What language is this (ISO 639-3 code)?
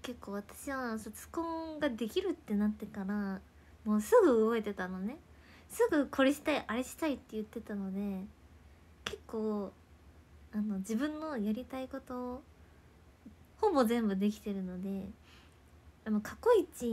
jpn